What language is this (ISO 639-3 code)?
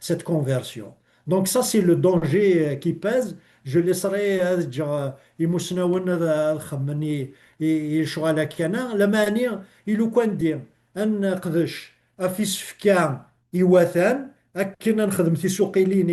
kab